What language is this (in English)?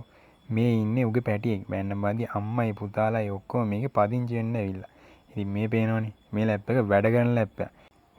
Sinhala